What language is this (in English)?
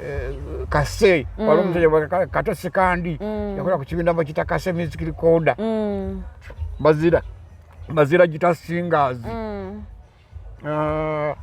Ganda